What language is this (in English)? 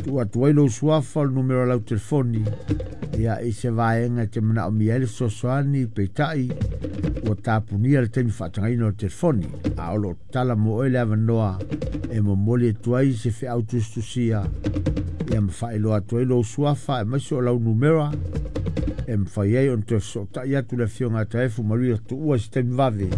Samoan